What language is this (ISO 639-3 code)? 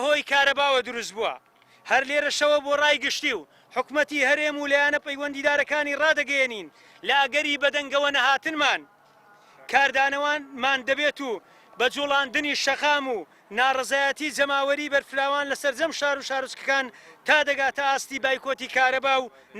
ckb